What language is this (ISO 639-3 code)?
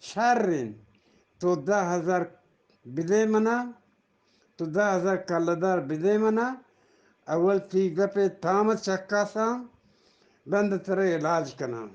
bgp